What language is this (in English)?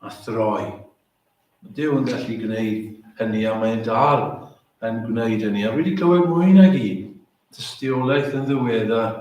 Welsh